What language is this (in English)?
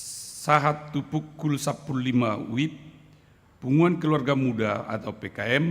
Batak Toba